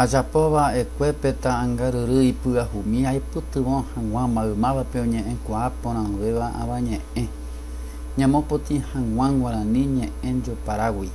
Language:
Guarani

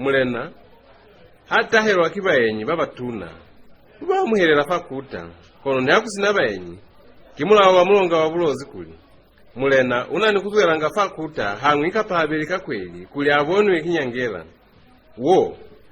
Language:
Lozi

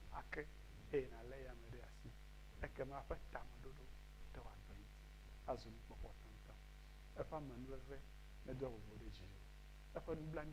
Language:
Ewe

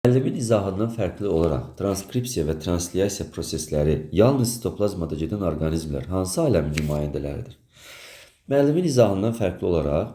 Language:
Azerbaijani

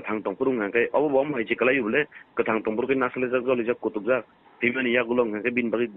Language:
Kok Borok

